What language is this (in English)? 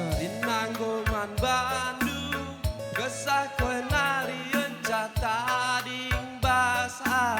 Batak Karo